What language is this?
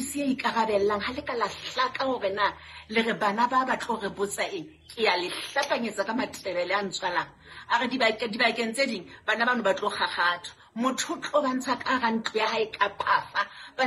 Southern Sotho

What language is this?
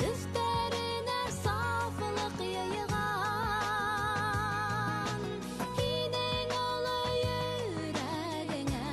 Bashkir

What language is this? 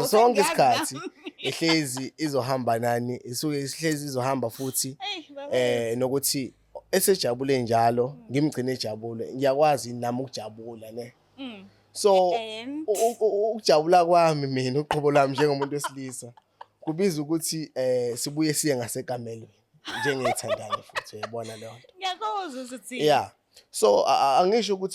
Zulu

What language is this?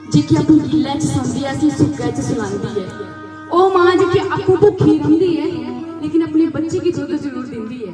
Dogri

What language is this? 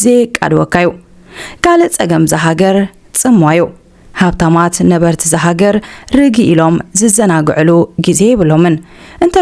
Tigrinya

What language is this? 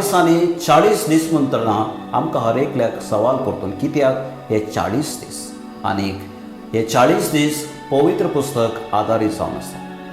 Konkani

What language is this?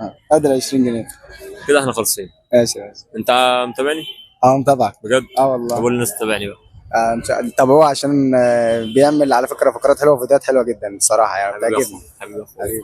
Egyptian Arabic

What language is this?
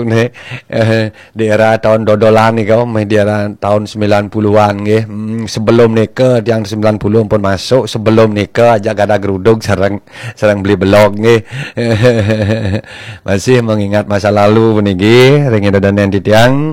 Balinese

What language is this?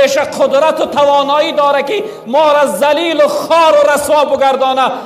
Tajik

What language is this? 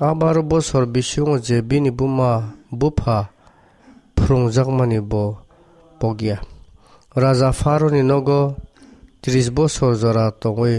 Kok Borok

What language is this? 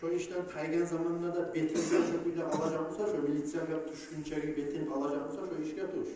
Kumyk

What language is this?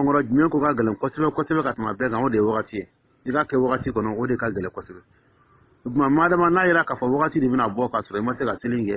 Dyula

